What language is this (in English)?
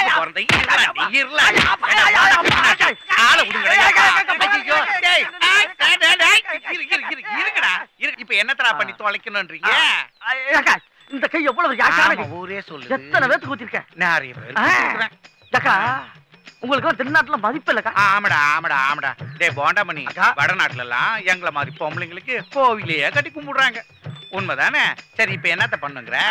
Tamil